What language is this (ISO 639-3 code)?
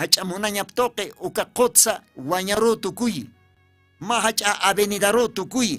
aym